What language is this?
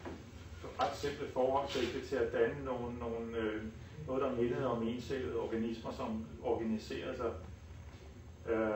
Danish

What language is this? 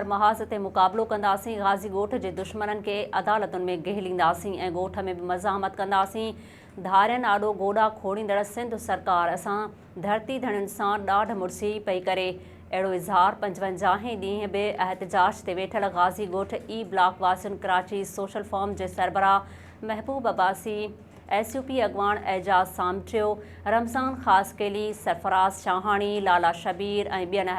Sindhi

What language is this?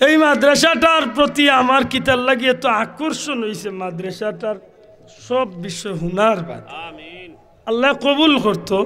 Sylheti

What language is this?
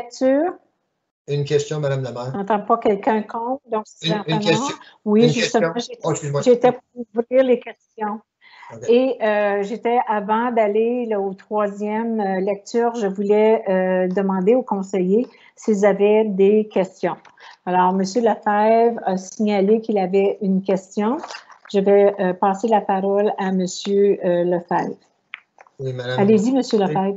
French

